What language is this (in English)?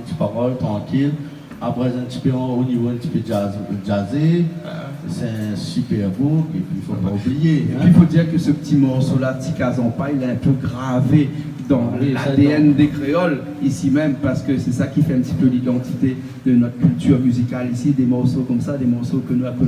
Réunion Creole French